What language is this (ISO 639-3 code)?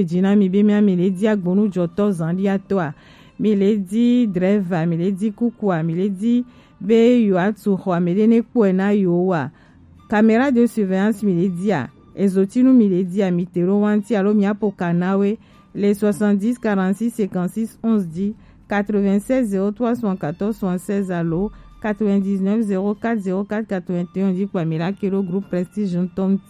gej